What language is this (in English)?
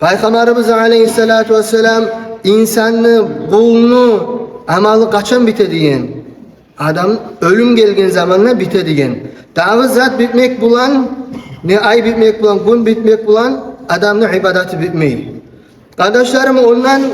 Kumyk